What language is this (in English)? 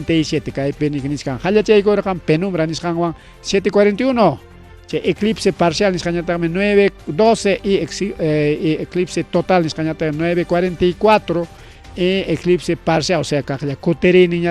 Ayacucho Quechua